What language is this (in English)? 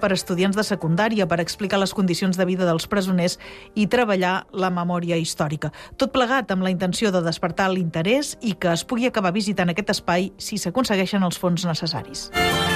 Catalan